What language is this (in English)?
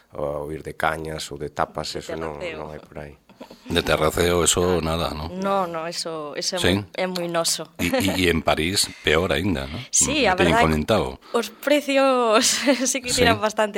Galician